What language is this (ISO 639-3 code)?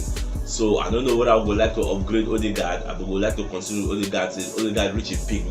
pcm